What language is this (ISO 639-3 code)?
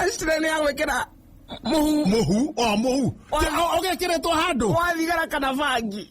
kik